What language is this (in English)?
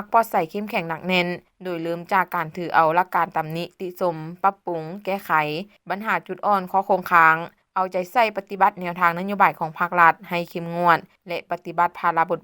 Lao